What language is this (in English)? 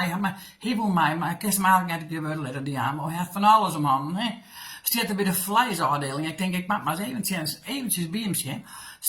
Western Frisian